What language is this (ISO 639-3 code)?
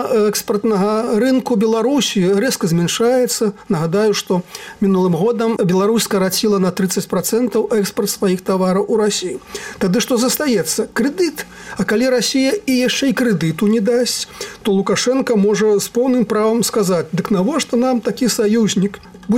bel